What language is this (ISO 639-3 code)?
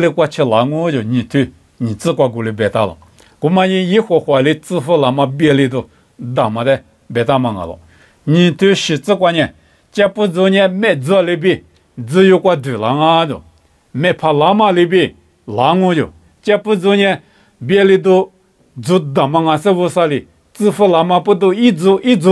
lis